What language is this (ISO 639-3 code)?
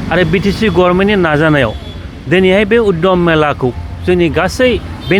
brx